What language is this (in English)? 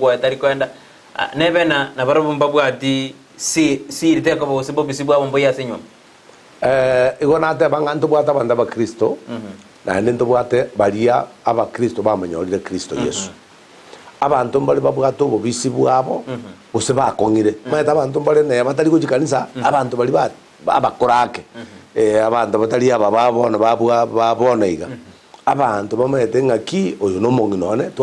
Gusii